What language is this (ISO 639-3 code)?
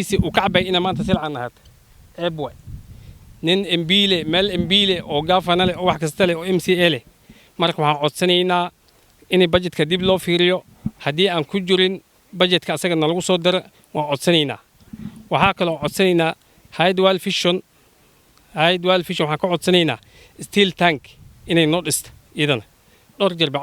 som